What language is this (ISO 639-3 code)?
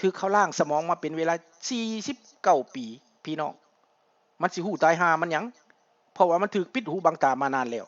lao